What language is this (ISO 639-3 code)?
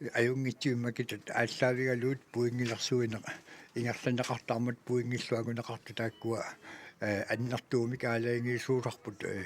kal